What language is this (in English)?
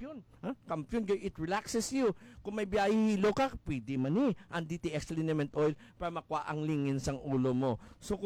Hiligaynon